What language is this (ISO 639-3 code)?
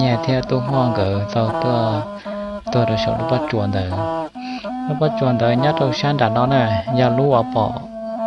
hmn